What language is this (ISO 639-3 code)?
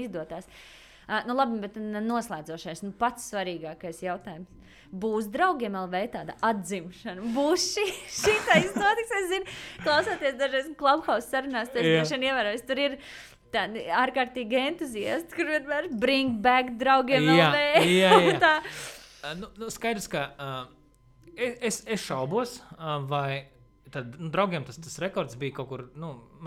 lav